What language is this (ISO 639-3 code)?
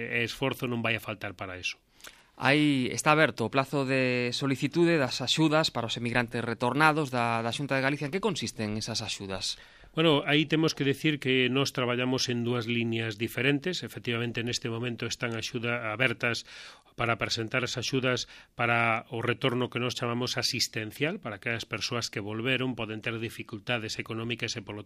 glg